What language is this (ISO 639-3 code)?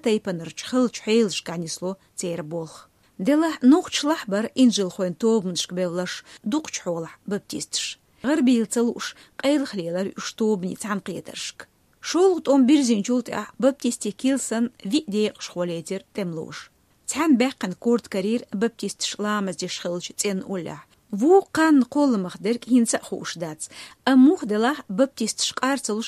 che